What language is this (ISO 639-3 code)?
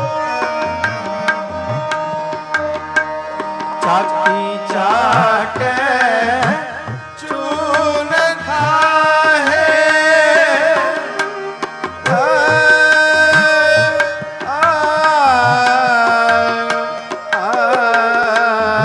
pan